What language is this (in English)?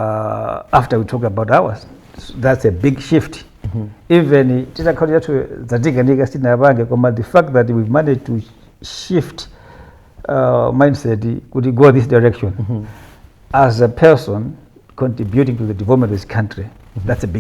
Nyanja